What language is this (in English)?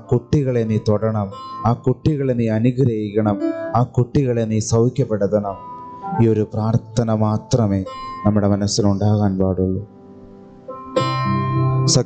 Malayalam